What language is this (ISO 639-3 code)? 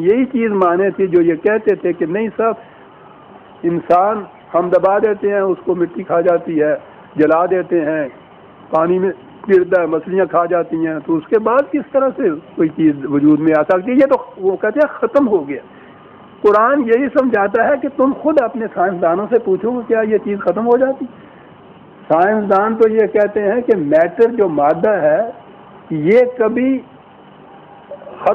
urd